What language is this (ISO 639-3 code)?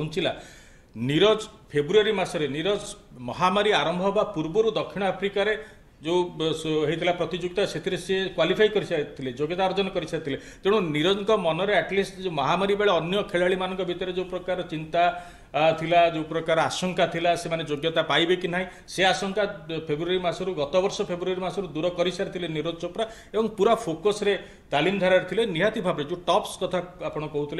ori